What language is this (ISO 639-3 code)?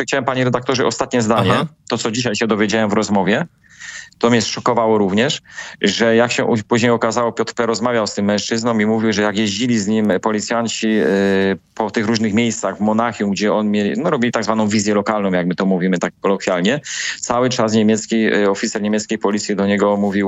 pol